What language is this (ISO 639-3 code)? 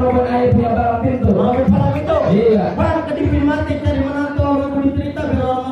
bew